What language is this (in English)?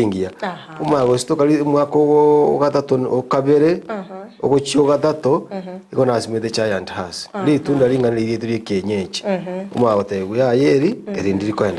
Gusii